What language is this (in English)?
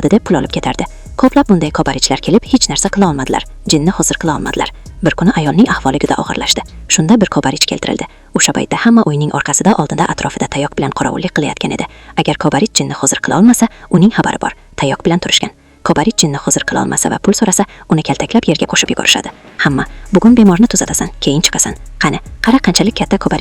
Uzbek